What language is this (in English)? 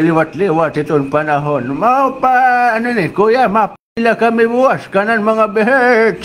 Waray